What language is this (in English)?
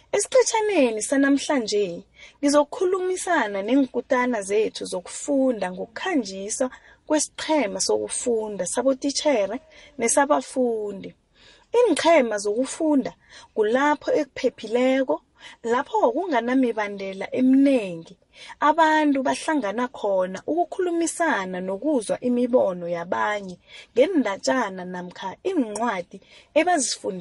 South Ndebele